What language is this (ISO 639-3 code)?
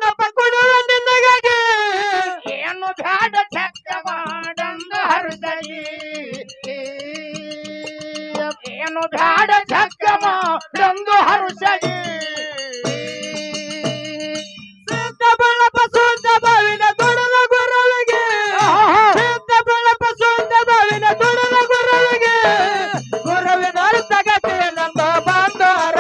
kan